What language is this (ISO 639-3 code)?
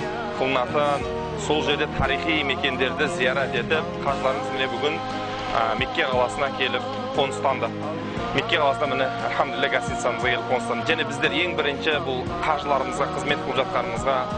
kaz